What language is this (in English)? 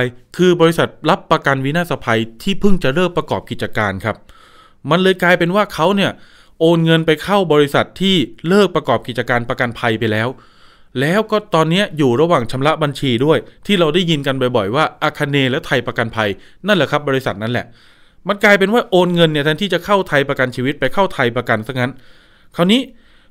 Thai